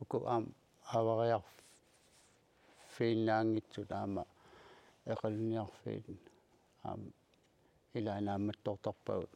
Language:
Kalaallisut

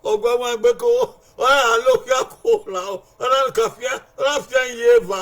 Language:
Bini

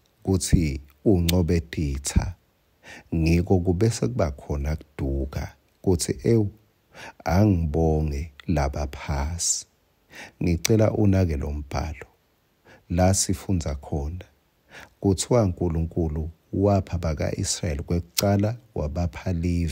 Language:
Swati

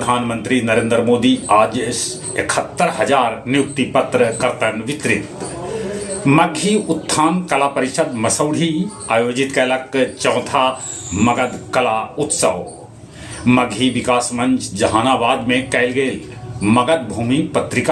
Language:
Magahi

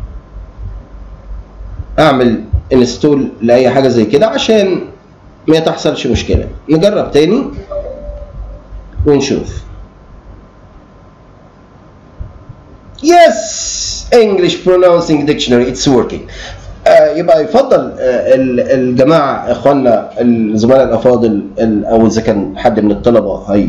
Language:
Egyptian Arabic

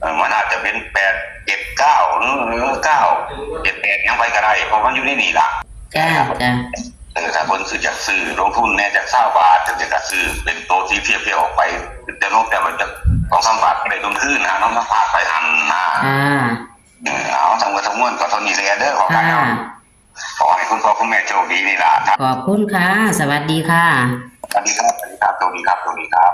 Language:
Northeastern Thai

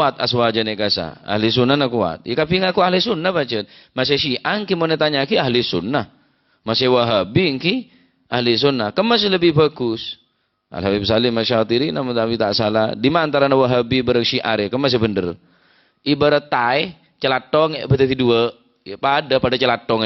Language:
Madurese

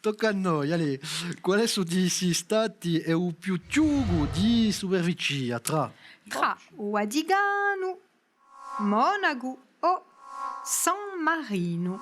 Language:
Corsican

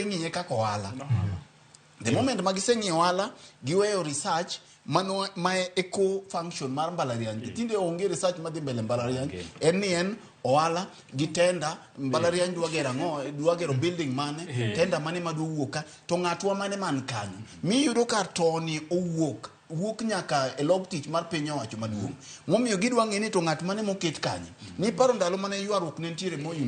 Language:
Luo (Kenya and Tanzania)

